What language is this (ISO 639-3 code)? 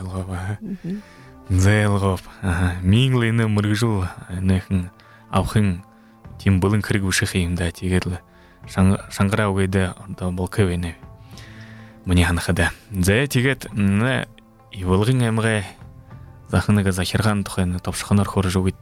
bua